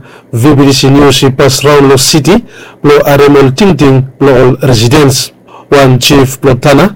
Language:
Bislama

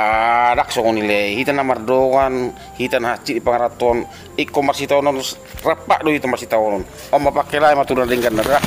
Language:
Batak Toba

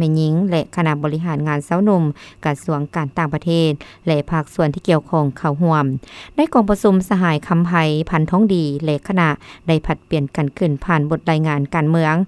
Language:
Lao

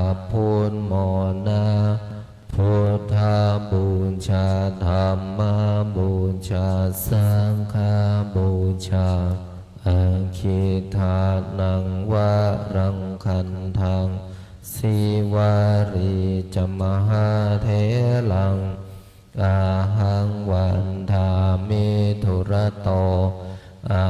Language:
Pali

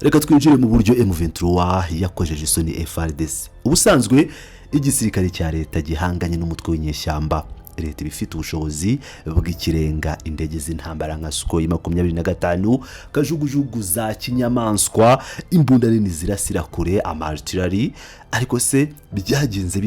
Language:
Kinyarwanda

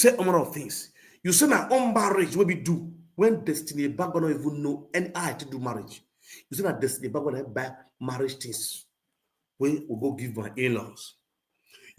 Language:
Nigerian Pidgin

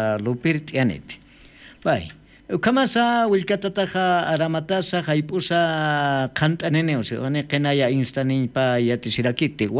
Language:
Aymara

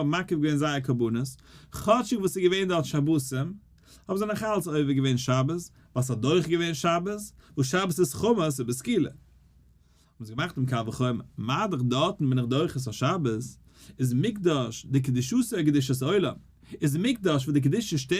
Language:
Yiddish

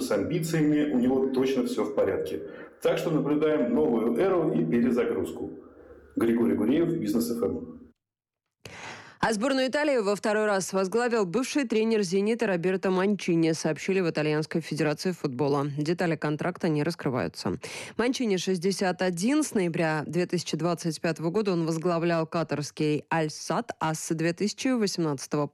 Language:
Russian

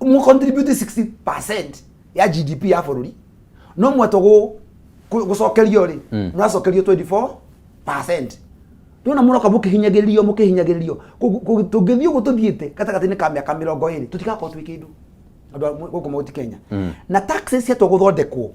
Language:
Kikuyu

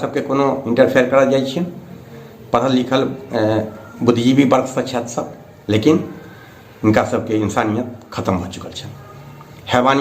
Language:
Maithili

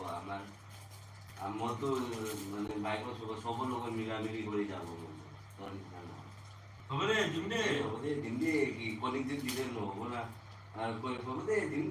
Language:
Manipuri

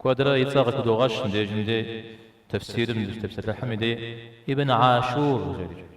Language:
Kabardian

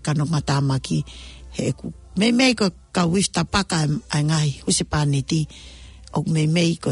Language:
Tongan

